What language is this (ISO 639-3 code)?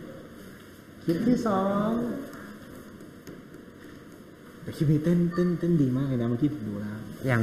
tha